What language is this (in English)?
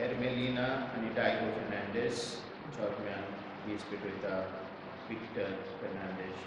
Konkani